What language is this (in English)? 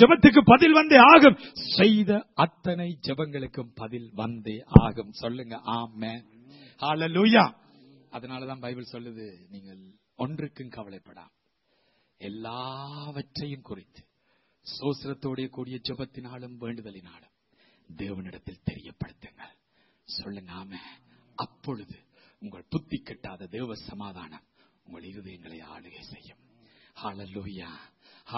Tamil